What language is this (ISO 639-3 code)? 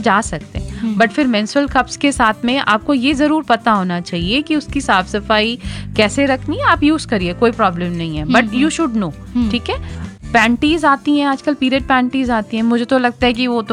hin